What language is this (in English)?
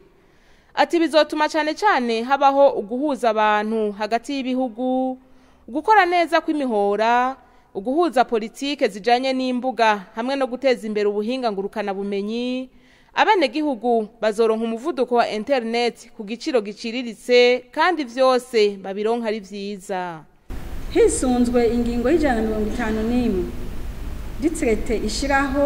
Rundi